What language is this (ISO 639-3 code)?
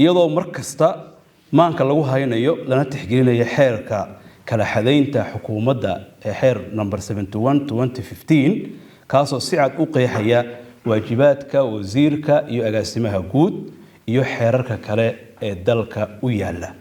som